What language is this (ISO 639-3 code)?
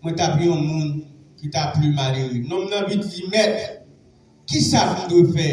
hat